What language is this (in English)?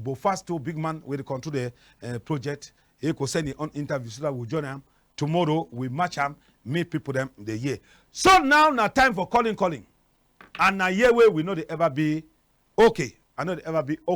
Cameroon Pidgin